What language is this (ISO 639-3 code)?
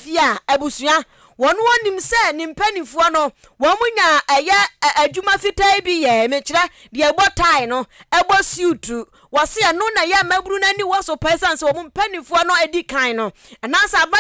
aka